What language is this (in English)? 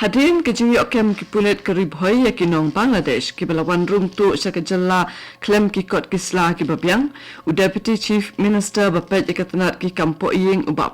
Khasi